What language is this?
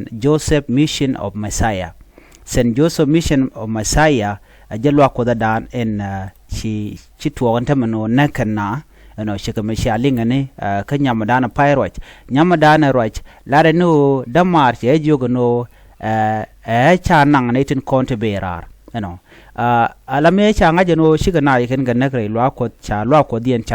Nuer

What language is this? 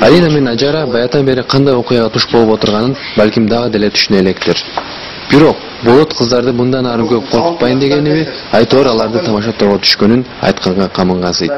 Kyrgyz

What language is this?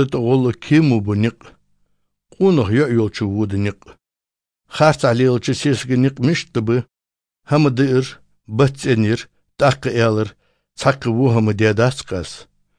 Chechen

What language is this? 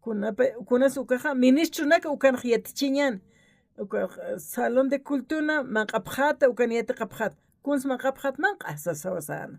Aymara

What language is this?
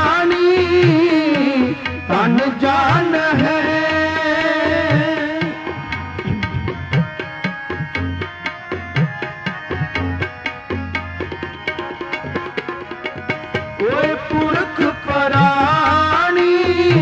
Punjabi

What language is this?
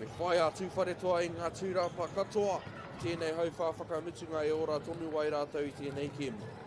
Māori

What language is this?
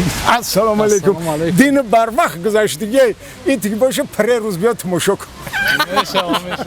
Tajik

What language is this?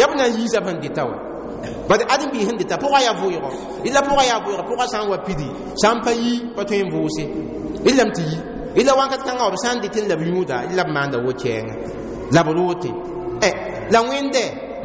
Mossi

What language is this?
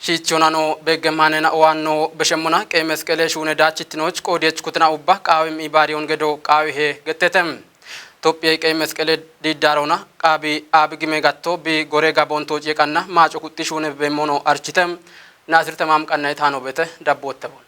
Kafa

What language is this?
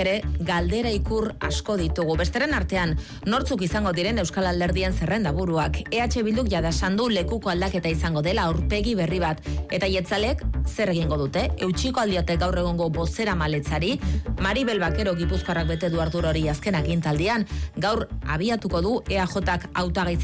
Basque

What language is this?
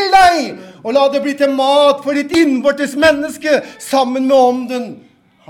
Norwegian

